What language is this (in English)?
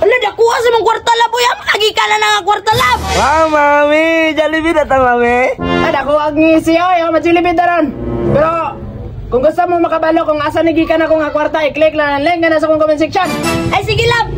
Cebuano